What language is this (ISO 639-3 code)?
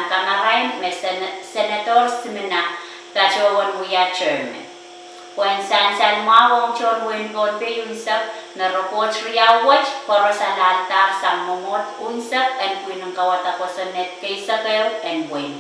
pon